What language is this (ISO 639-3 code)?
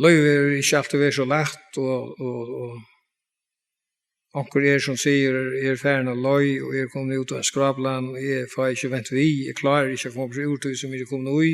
fao